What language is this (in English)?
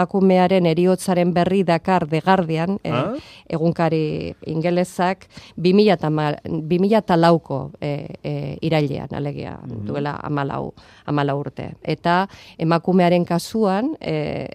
Basque